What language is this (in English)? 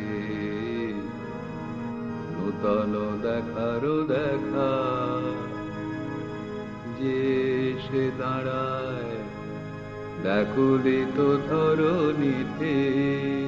Bangla